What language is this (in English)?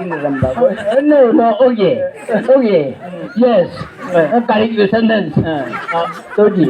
Chang Naga